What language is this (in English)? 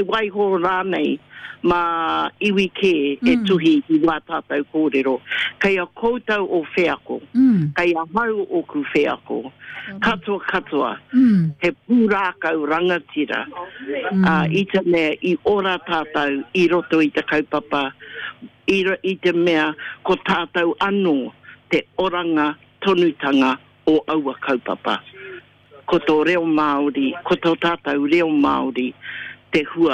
Māori